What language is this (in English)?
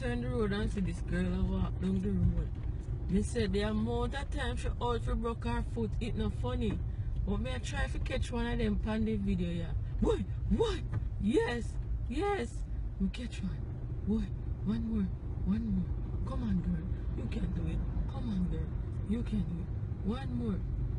Jamaican Creole English